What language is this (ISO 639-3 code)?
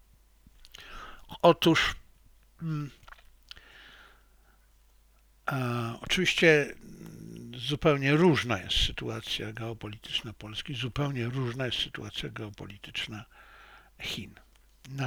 pol